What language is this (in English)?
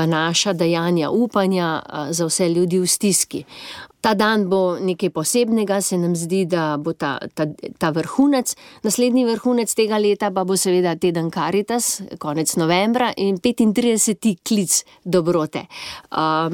Slovenian